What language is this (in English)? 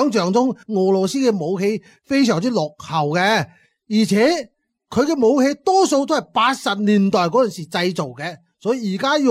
Cantonese